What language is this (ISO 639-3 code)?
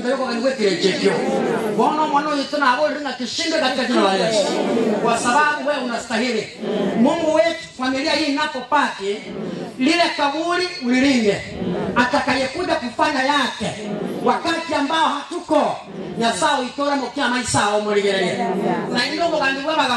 guz